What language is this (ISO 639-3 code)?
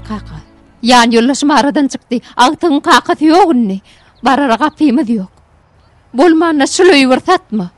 tuk